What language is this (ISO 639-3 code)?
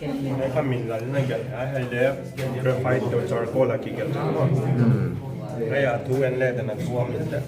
pck